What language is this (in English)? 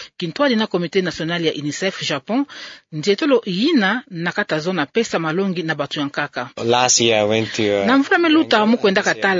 Kituba (Democratic Republic of Congo)